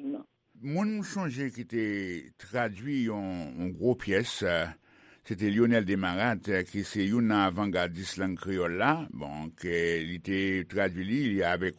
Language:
Haitian Creole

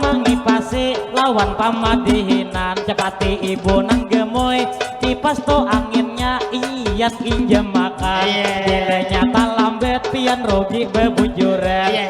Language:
Banjar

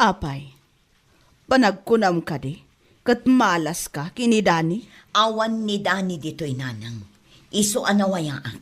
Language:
Iloko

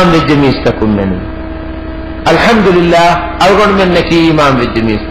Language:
Divehi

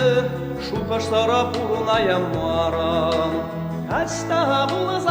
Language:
Chuvash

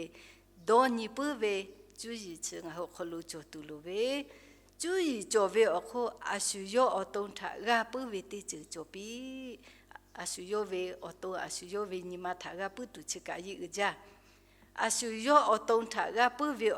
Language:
Lahu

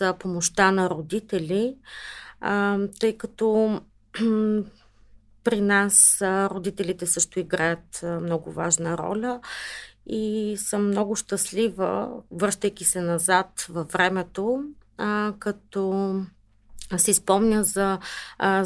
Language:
Bulgarian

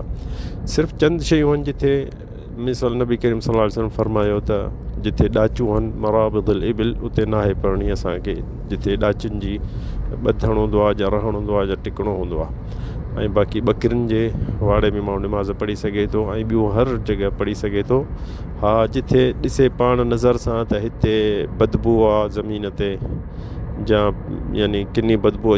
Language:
Sindhi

